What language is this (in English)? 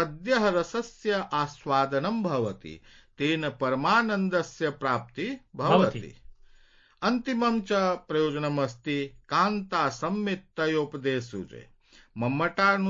Sanskrit